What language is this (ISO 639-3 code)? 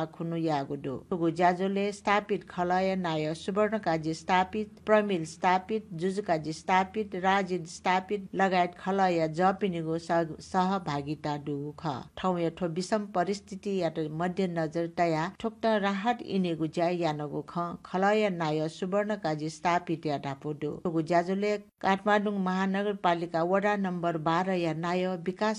new